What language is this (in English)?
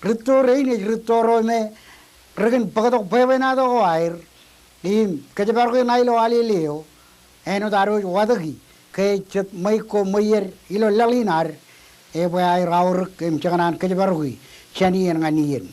Marshallese